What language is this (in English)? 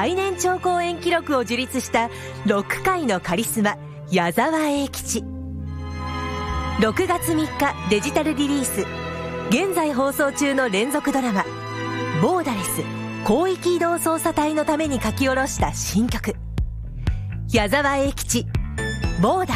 Japanese